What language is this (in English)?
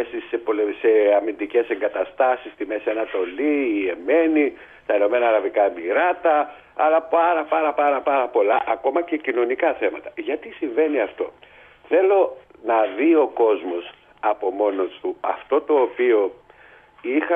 Greek